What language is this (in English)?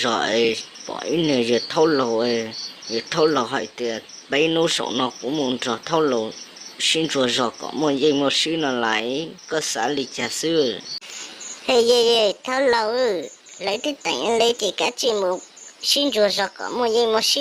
Hmong